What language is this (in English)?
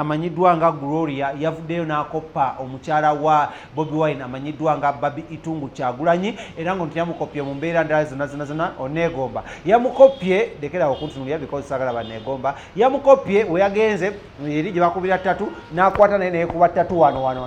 Ganda